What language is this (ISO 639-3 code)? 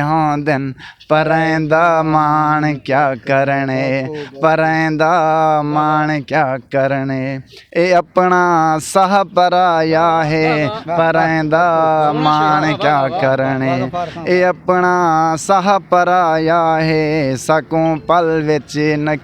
skr